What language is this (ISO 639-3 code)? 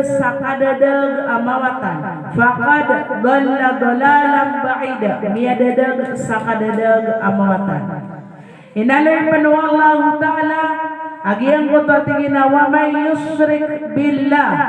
mrw